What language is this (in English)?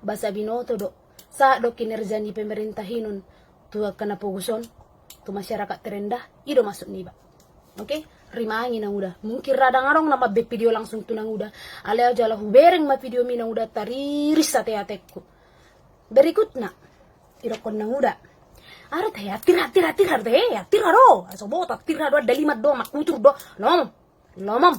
Batak Toba